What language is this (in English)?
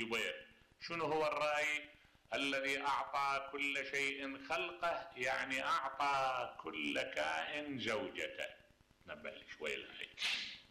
Mesopotamian Arabic